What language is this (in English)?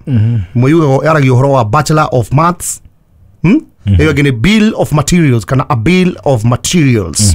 Kikuyu